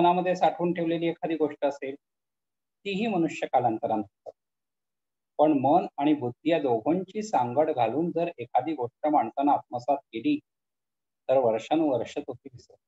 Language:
Marathi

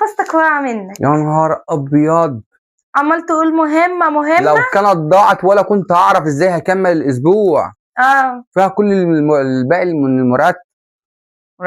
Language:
Egyptian Arabic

